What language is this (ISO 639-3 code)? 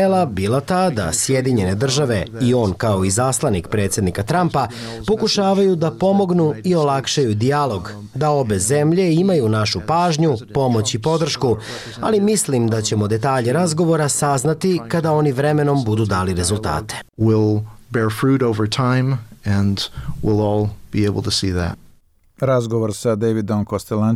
bos